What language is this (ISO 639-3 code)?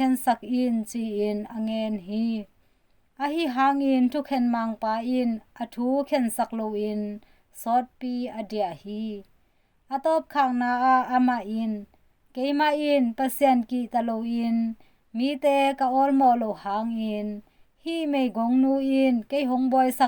ctd